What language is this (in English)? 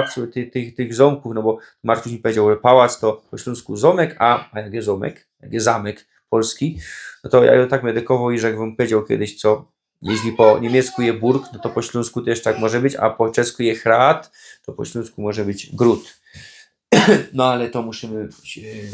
Silesian